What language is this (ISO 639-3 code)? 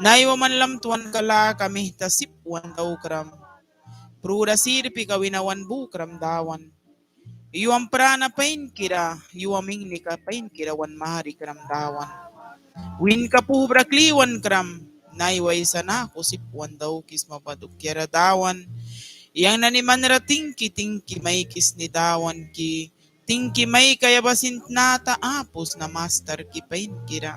miq